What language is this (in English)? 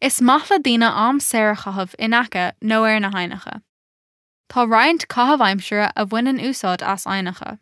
Irish